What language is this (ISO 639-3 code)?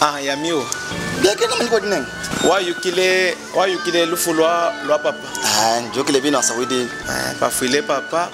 lub